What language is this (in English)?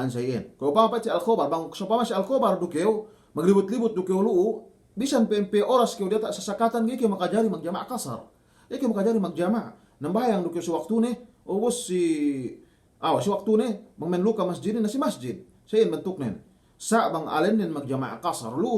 Yakan